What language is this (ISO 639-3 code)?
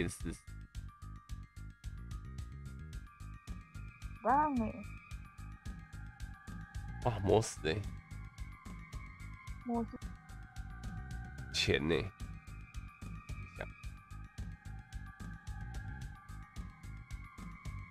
zho